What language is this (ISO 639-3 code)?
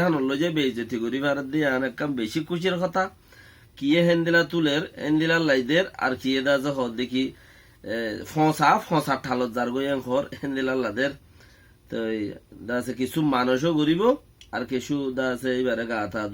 rhg